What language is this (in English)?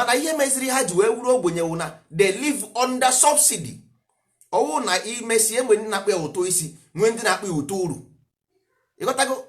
Igbo